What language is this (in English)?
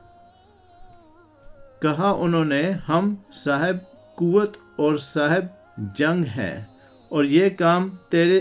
Urdu